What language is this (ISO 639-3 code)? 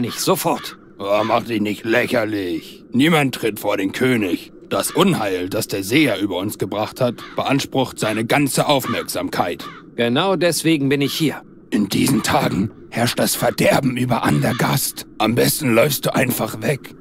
bar